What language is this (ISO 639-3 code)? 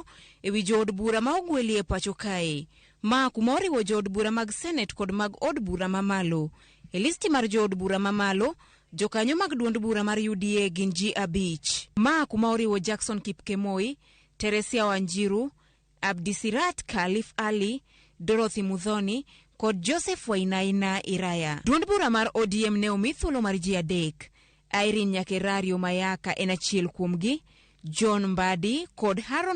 luo